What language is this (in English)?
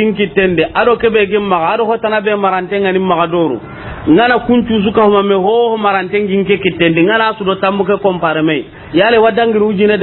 Soninke